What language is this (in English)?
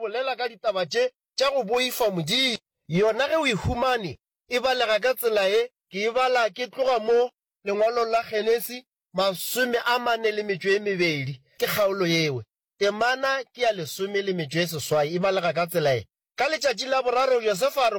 Northern Sotho